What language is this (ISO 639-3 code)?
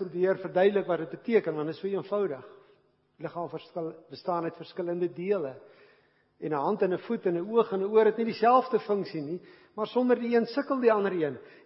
afr